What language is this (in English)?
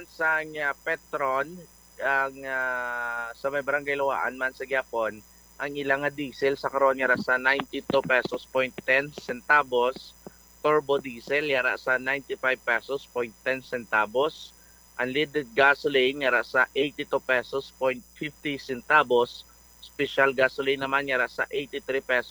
Hiligaynon